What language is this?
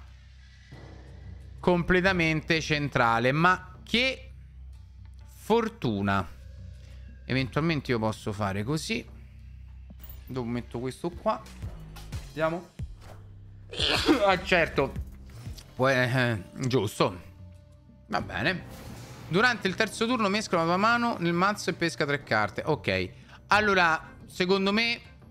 Italian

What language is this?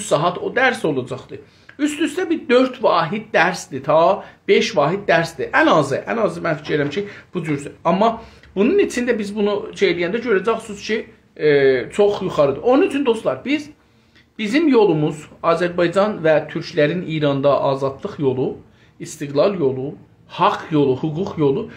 South Azerbaijani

